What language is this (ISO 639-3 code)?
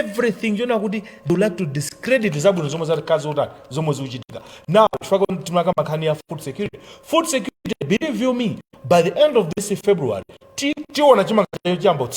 nya